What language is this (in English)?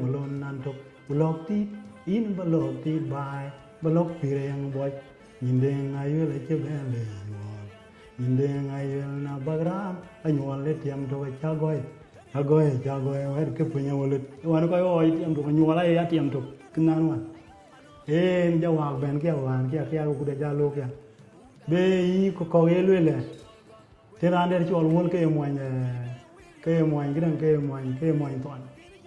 Dinka